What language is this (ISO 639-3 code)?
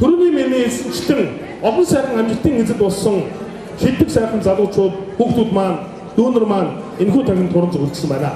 mon